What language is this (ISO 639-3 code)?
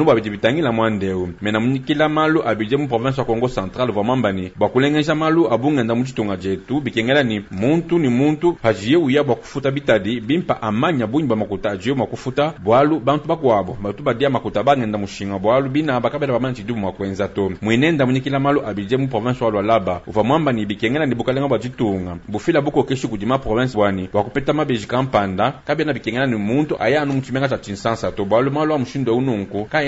lua